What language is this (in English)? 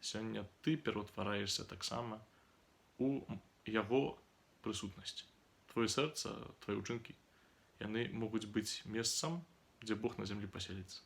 Belarusian